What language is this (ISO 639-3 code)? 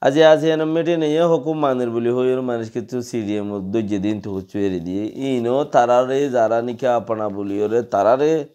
rhg